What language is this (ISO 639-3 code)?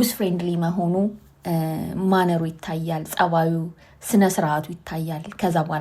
amh